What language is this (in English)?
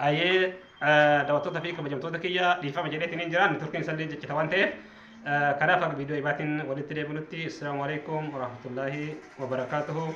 Oromo